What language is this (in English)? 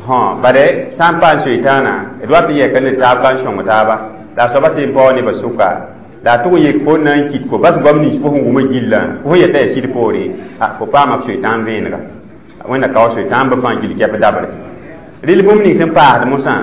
Mossi